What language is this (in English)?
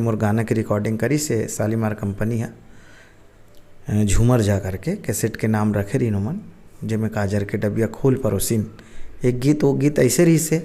Chhattisgarhi